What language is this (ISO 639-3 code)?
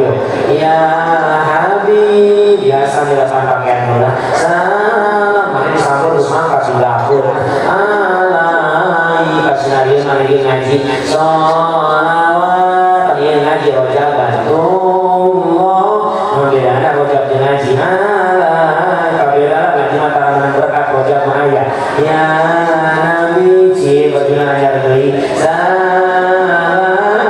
sun